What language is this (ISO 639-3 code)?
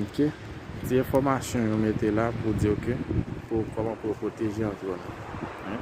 hat